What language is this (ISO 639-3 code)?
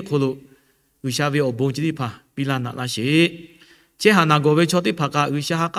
lhu